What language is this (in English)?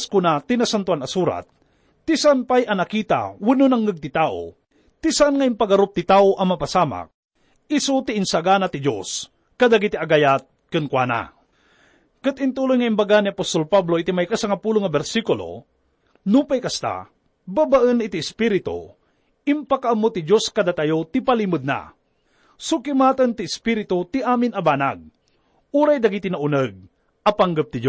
Iloko